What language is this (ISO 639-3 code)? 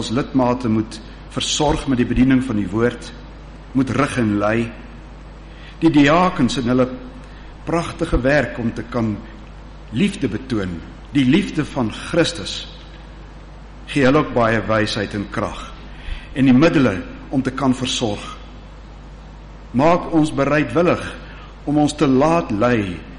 afr